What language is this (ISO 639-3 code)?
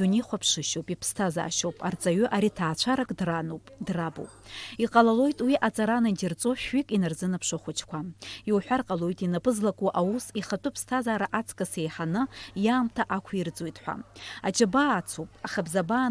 abk